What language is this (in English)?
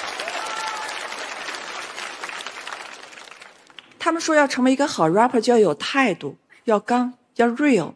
Chinese